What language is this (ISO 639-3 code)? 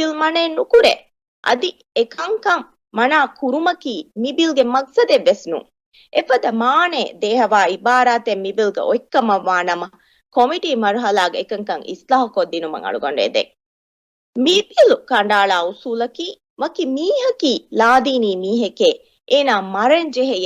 div